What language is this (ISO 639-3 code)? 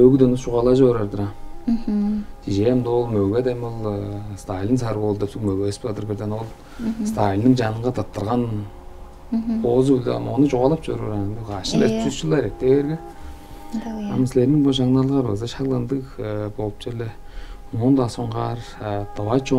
tyv